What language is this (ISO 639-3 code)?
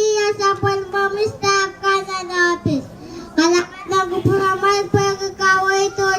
pon